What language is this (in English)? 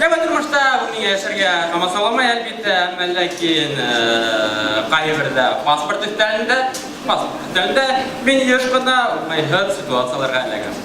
Bashkir